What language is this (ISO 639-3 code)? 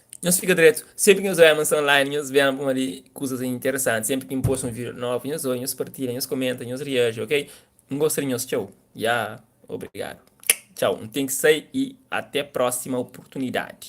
kea